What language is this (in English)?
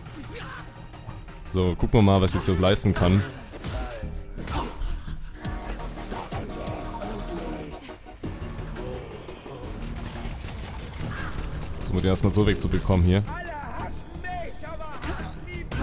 German